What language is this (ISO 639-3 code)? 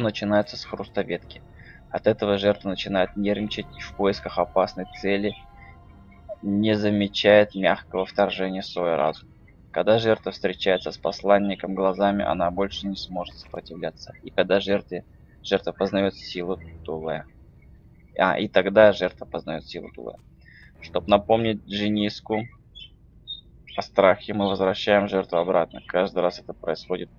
rus